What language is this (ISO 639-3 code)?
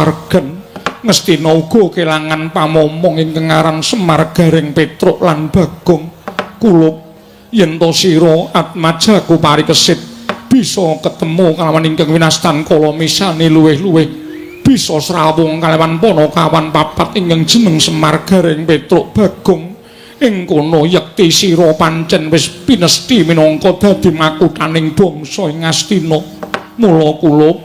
jav